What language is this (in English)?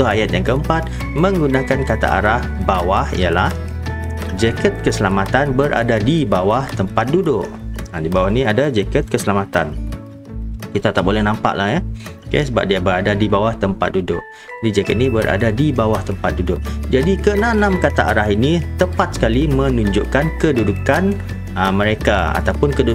Malay